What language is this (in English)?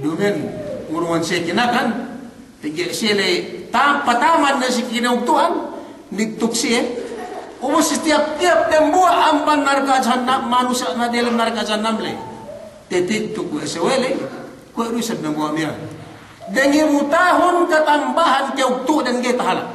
Yakan